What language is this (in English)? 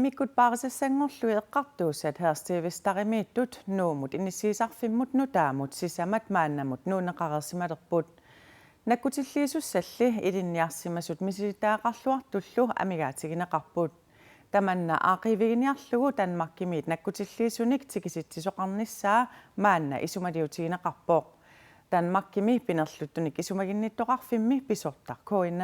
Kalaallisut